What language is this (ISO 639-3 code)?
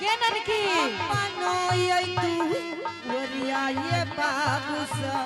anp